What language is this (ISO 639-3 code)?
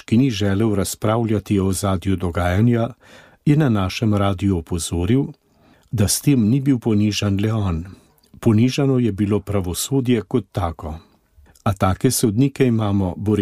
slv